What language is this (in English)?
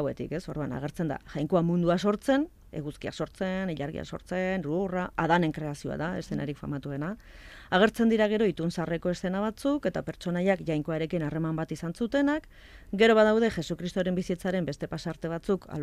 Basque